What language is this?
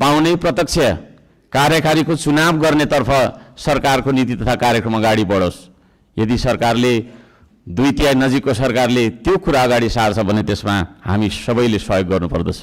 Nepali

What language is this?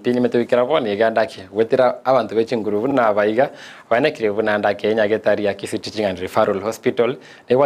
Gusii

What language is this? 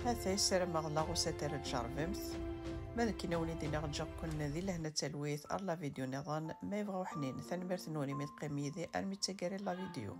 Kabyle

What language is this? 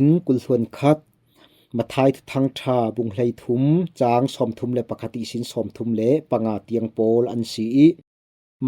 Falam Chin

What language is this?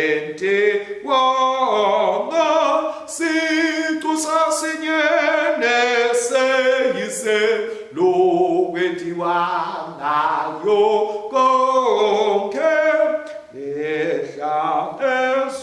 Swati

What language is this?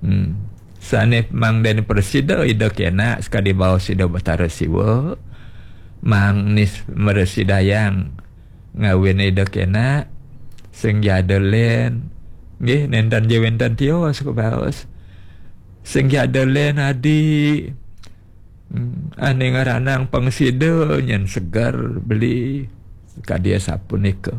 Balinese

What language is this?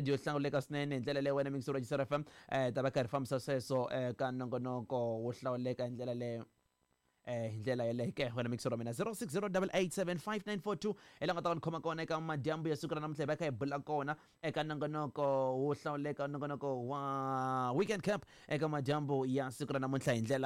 Tsonga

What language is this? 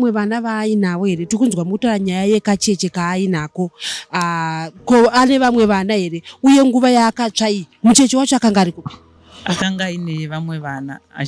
Shona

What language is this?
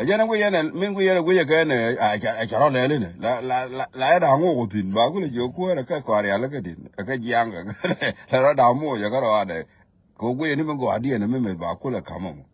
Nuer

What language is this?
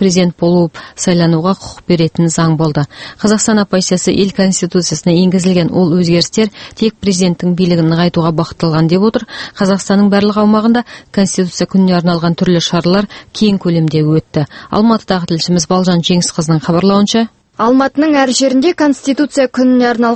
Kazakh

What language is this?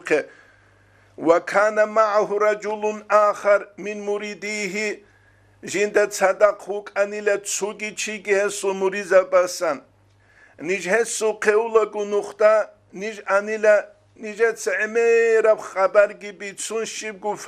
Avaric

